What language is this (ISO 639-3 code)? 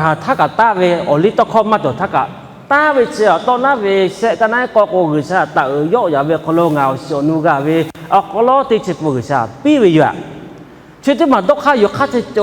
lhu